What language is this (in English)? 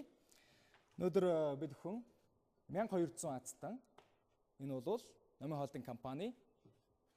Mongolian